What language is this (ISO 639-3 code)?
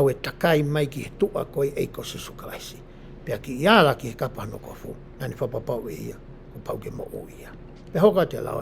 ton